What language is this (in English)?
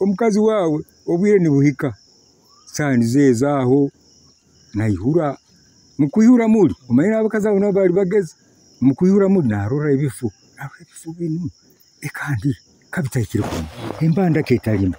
Nyoro